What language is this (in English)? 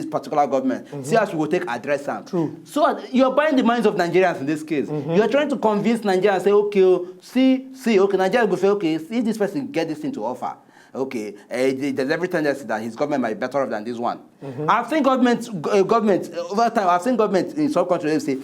Nigerian Pidgin